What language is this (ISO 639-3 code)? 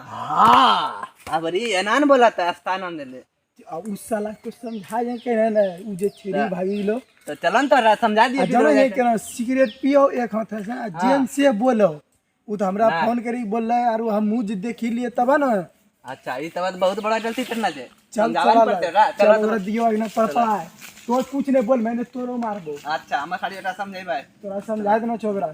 mai